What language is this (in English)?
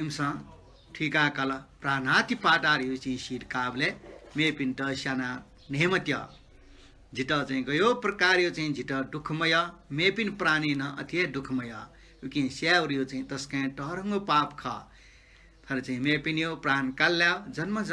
Newari